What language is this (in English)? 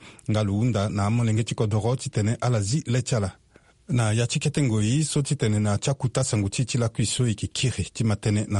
Sango